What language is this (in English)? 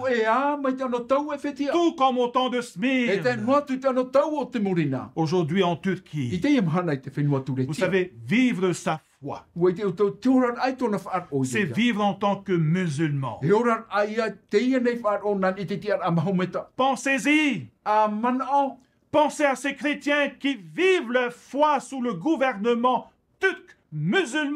Tahitian